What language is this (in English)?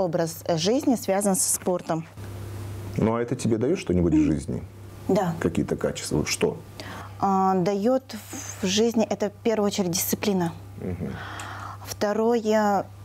Russian